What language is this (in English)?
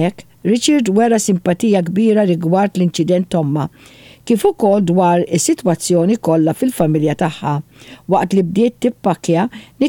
Maltese